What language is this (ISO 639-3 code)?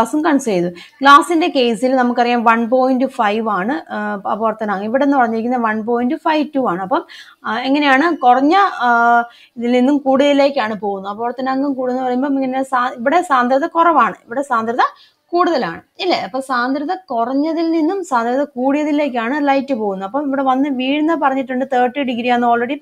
mal